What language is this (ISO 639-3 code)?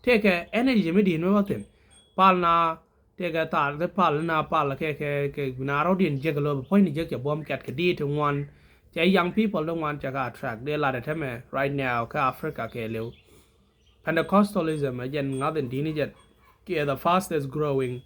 nus